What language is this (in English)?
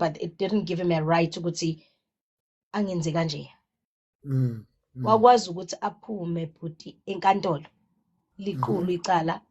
Zulu